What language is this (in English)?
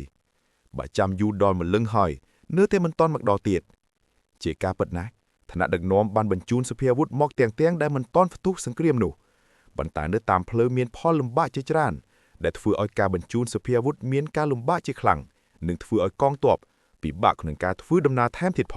Khmer